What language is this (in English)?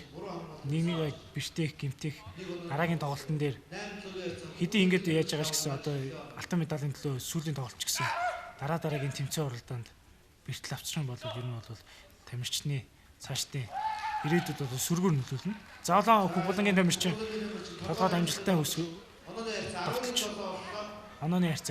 Mongolian